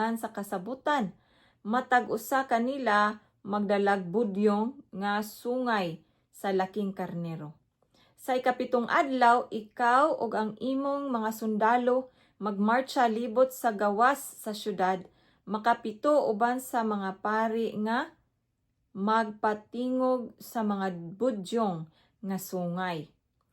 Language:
Cebuano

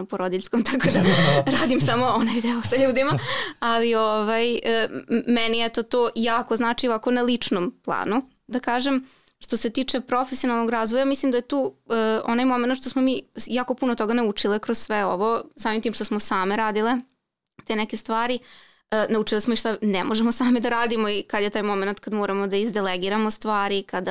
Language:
Serbian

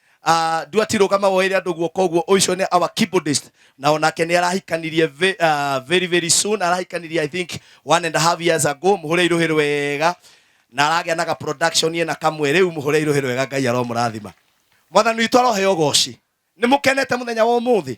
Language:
Kikuyu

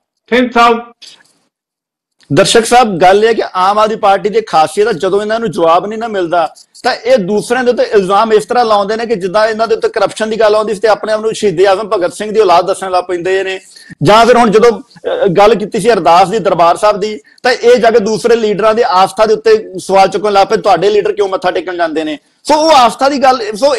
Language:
Punjabi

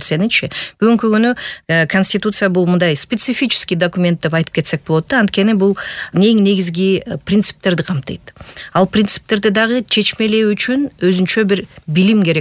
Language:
Kyrgyz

